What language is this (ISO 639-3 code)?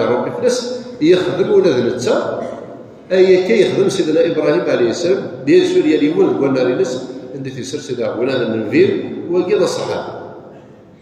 kab